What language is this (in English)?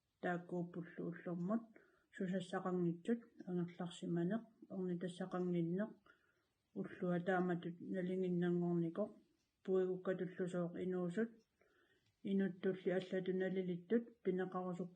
Kalaallisut